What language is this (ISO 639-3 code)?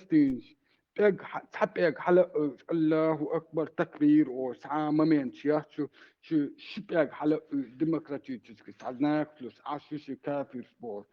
che